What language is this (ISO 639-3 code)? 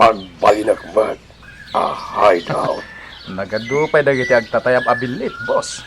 ilo